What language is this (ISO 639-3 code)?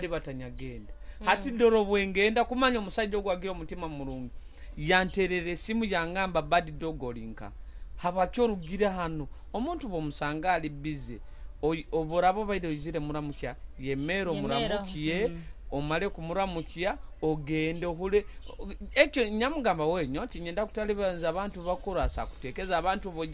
nyo